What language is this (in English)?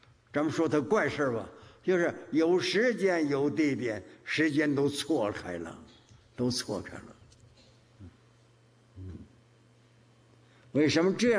Chinese